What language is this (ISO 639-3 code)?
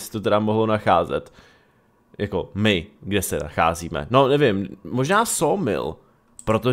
ces